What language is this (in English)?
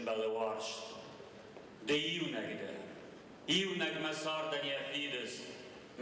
Ossetic